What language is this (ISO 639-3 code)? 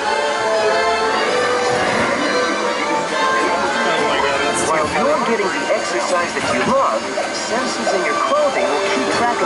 eng